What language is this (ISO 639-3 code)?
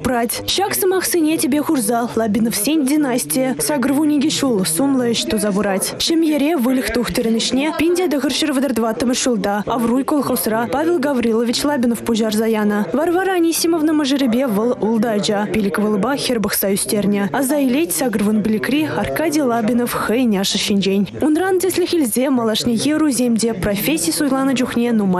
chv